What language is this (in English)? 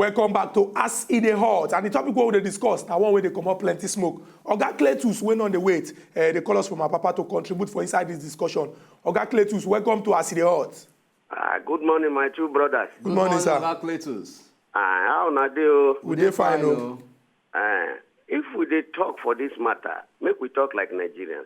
Nigerian Pidgin